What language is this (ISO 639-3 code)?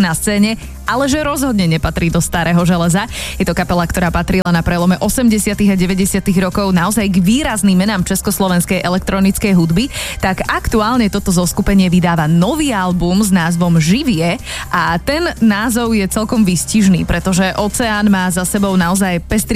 slk